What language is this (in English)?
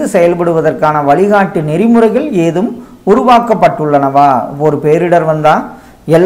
Tamil